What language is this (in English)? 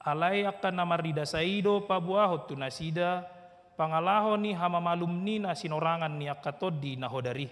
Batak Toba